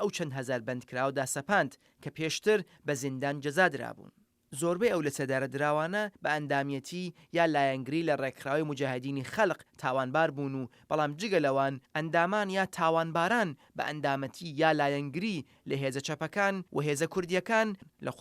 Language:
Central Kurdish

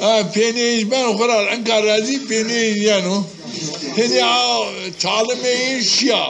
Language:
Zaza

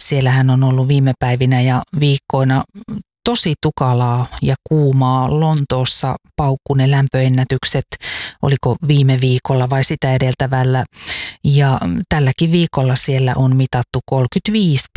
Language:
Finnish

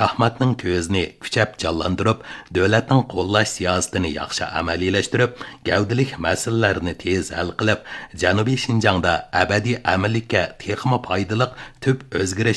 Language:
Uyghur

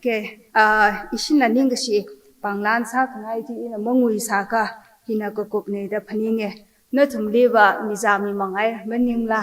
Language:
Tangkhul Naga (India)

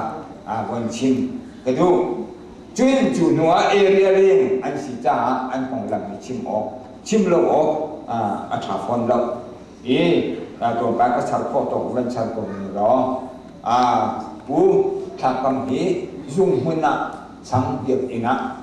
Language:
Hakha Chin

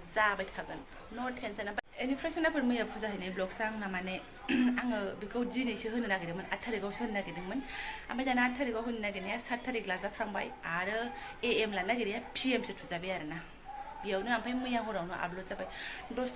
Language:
Bodo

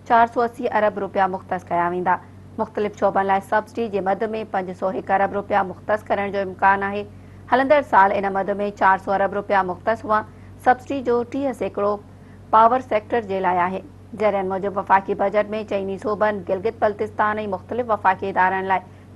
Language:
Sindhi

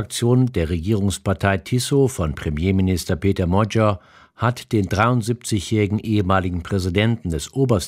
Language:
German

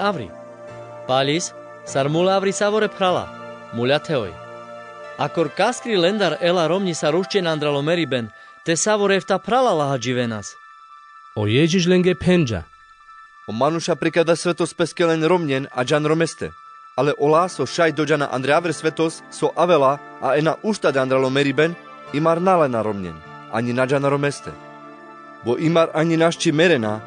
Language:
Carpathian Romani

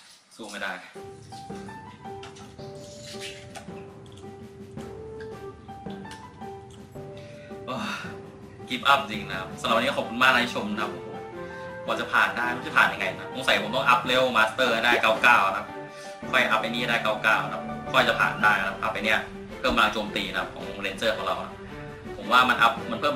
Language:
Thai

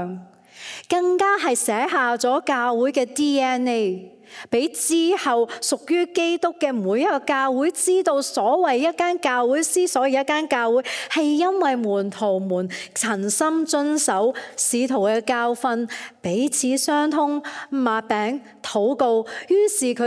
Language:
Cantonese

